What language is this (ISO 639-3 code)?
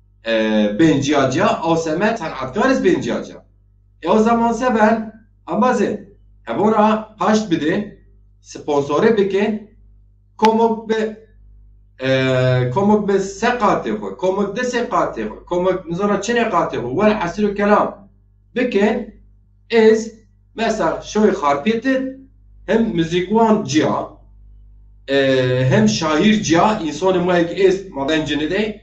zza